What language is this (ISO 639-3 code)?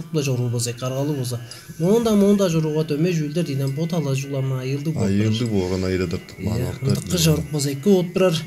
tyv